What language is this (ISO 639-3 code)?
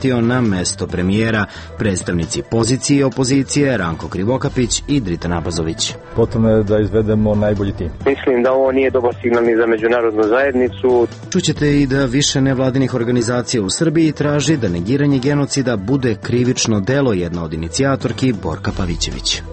srp